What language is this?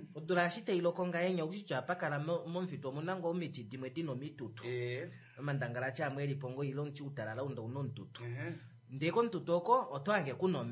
Kuanyama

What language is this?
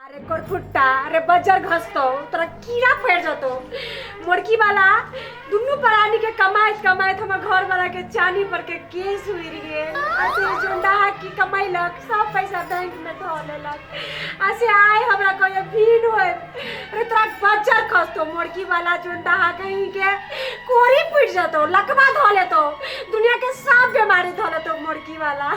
Maithili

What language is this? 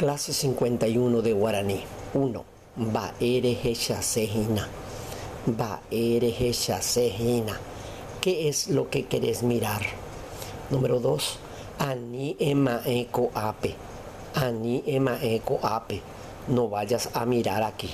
Guarani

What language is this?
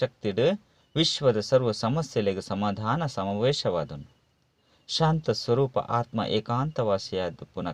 Tulu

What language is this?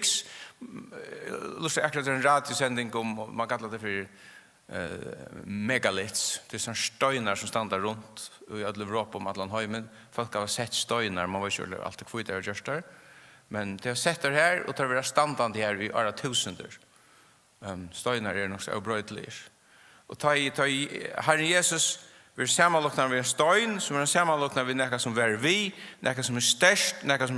Faroese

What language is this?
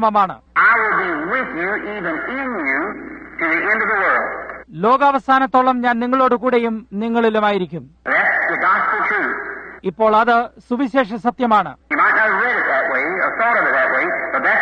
Malayalam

